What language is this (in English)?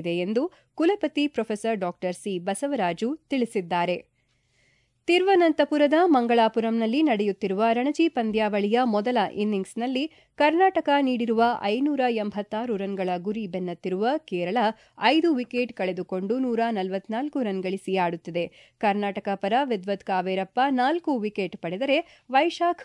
Kannada